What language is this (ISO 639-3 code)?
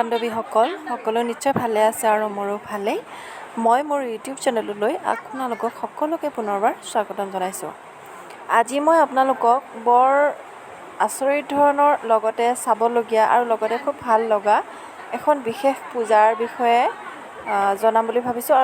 asm